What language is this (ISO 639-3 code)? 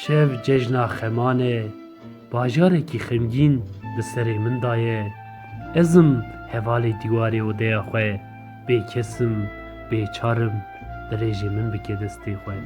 kur